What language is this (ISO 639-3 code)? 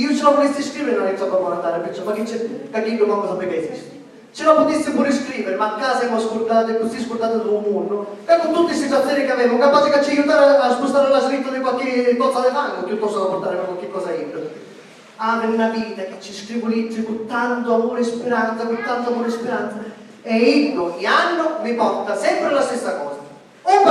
scn